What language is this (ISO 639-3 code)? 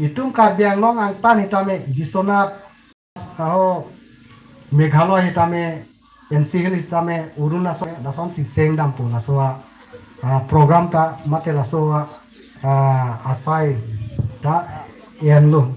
mjw